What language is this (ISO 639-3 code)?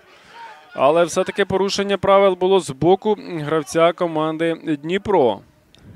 ukr